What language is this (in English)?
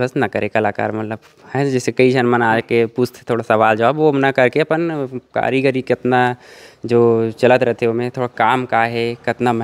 Chhattisgarhi